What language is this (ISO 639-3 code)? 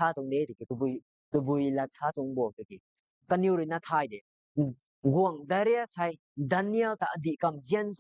nbu